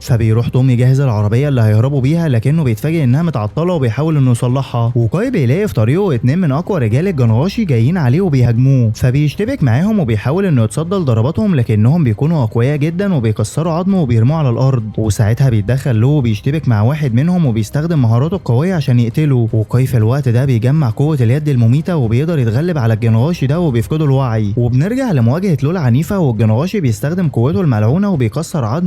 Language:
Egyptian Arabic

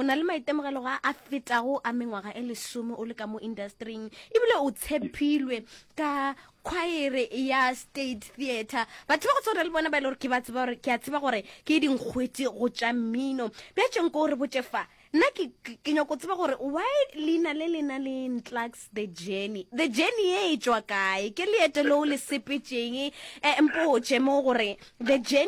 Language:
Northern Sotho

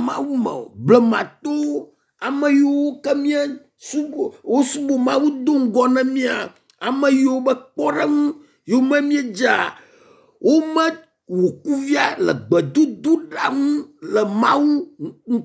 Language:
Ewe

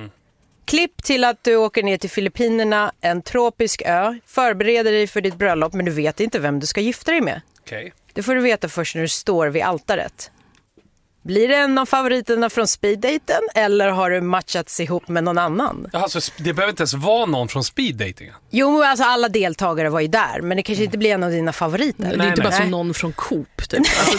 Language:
Swedish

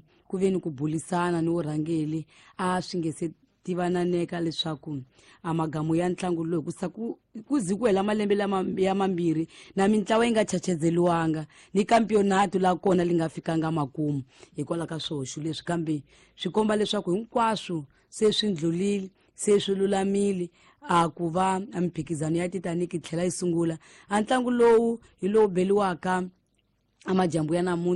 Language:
Tsonga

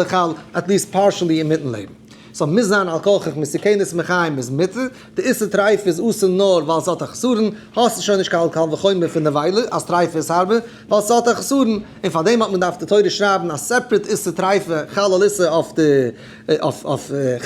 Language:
Yiddish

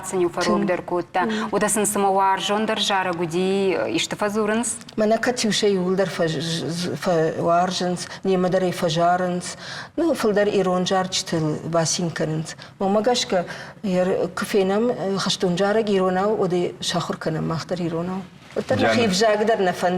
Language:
Ossetic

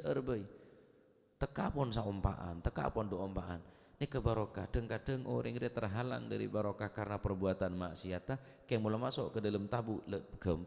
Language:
Madurese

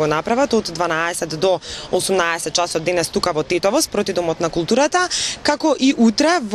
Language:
Macedonian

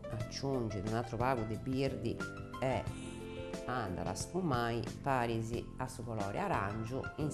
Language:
Sardinian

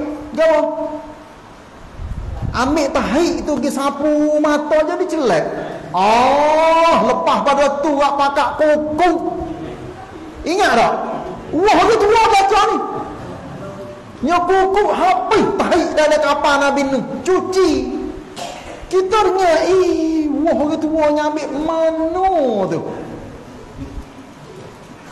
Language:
Malay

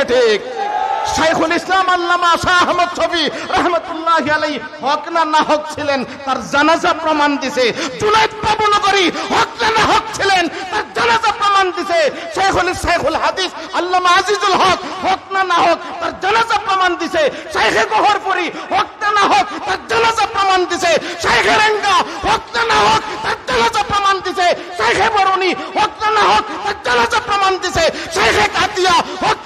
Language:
Sylheti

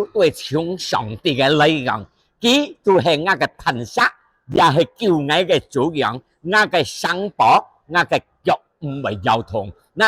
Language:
Hakka Chinese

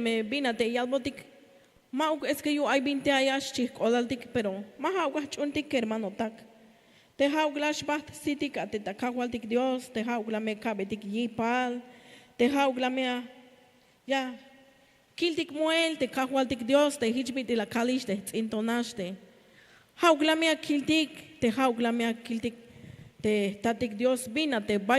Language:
Tzeltal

